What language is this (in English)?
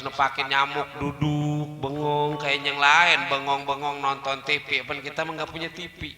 Betawi